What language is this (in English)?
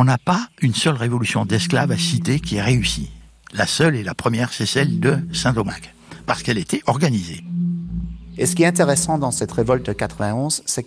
French